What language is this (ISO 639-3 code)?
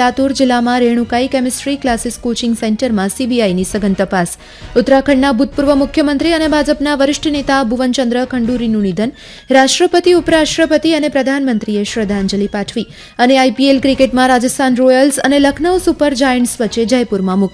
guj